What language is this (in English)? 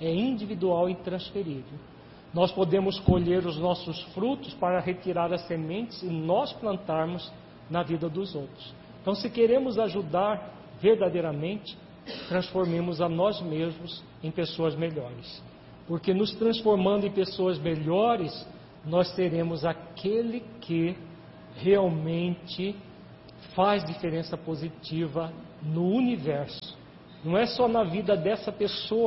Portuguese